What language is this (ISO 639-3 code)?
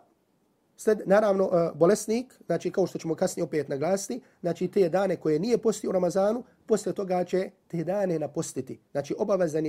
bos